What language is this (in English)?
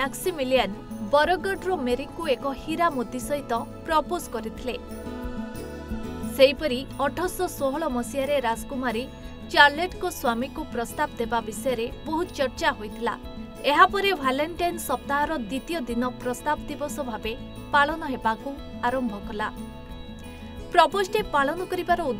Odia